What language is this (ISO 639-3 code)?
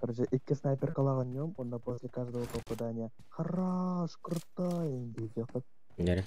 sah